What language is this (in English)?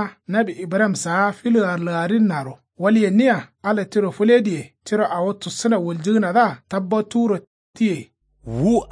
Kanuri